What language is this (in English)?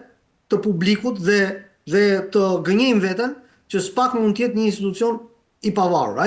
Albanian